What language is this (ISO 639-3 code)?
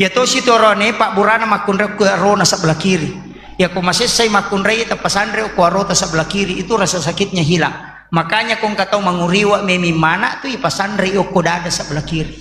bug